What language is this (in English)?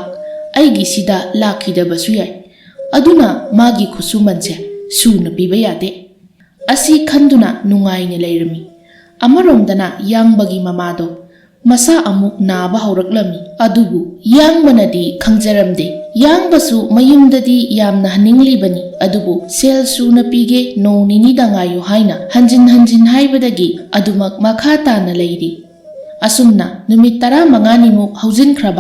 Manipuri